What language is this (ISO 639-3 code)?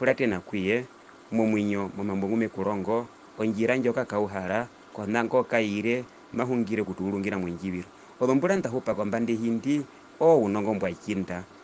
her